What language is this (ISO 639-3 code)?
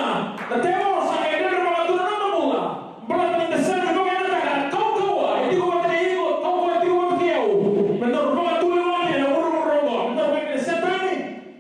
fij